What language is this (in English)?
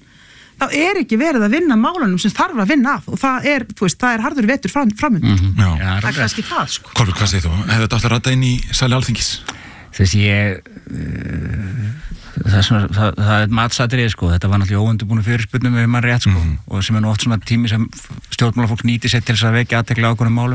Icelandic